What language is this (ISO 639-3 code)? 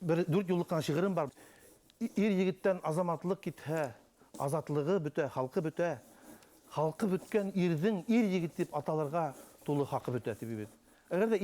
bak